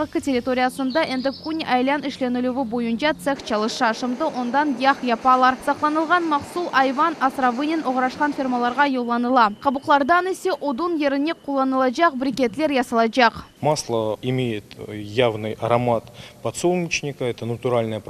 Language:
Crimean Tatar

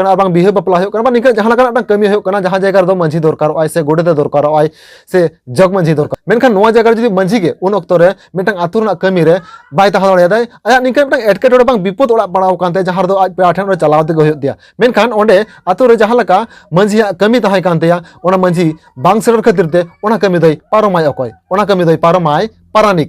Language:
Santali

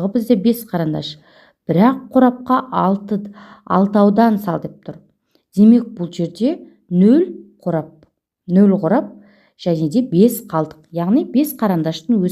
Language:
Kazakh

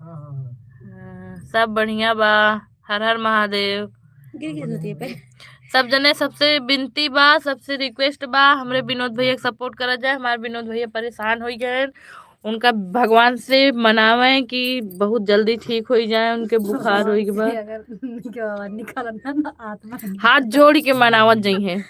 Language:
Awadhi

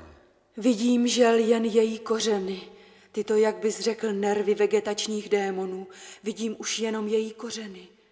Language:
Czech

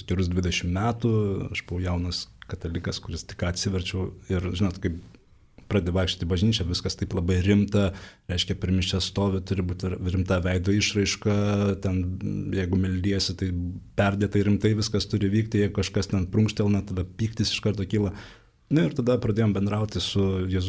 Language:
Lithuanian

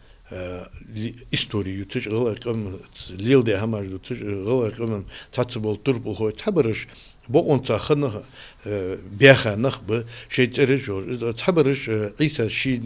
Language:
Ingush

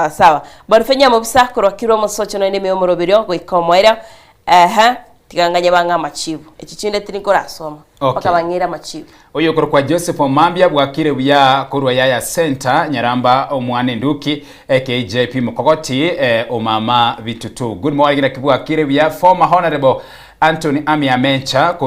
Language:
Gusii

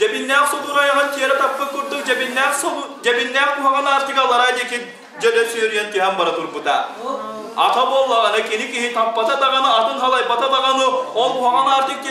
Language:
Yakut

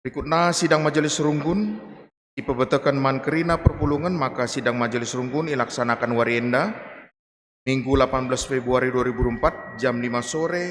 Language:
Batak Karo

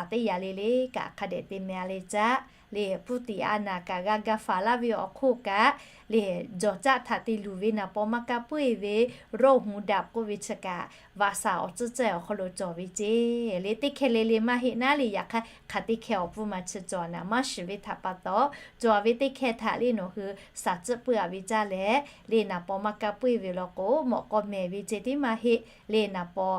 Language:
Lahu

